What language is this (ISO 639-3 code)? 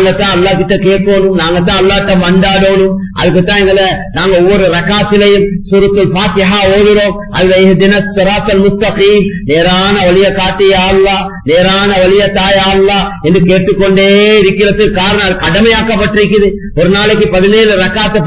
tam